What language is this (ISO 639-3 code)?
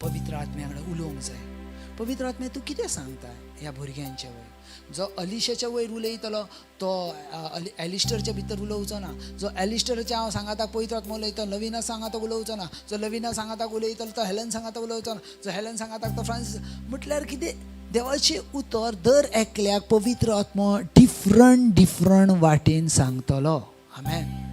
kok